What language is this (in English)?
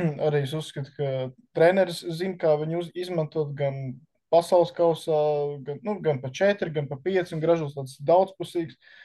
Latvian